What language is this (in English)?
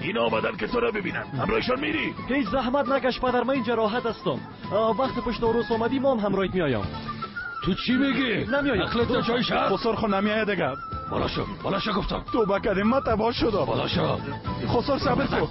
Persian